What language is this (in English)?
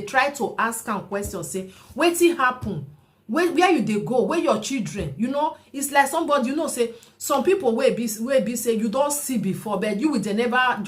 Nigerian Pidgin